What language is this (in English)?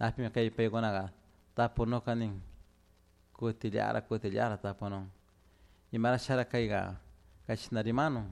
Chimborazo Highland Quichua